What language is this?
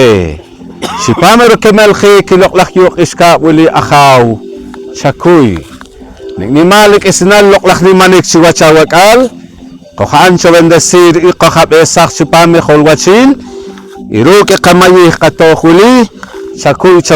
Poqomchi'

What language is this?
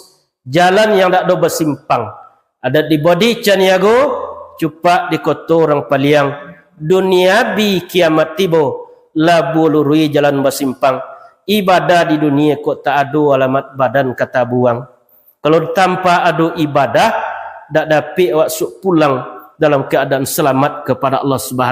Minangkabau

